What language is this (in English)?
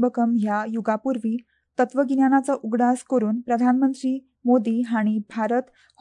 Konkani